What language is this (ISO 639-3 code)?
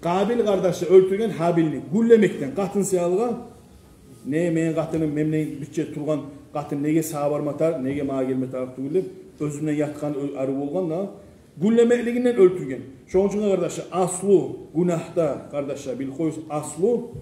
kum